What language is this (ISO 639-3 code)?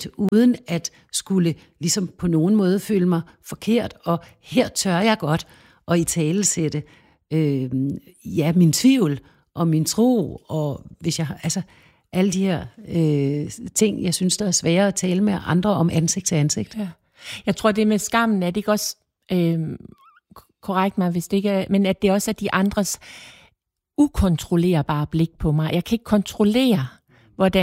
dan